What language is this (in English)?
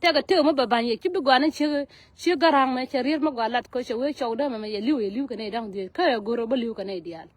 Nuer